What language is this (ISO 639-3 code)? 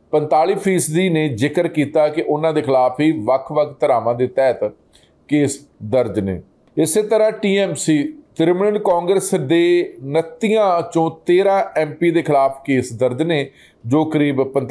pan